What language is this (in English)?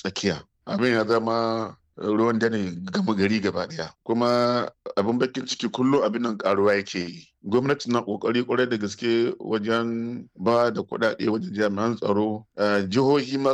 Hausa